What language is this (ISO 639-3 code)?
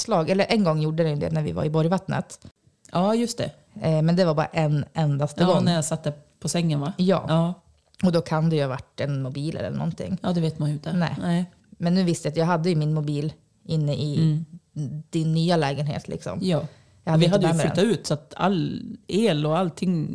swe